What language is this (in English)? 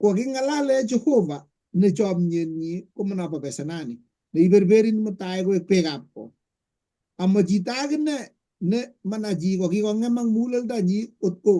Kalenjin